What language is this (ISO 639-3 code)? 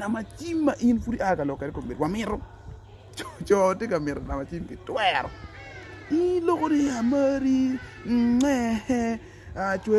ach